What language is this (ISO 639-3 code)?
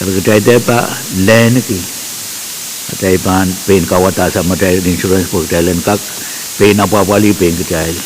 pon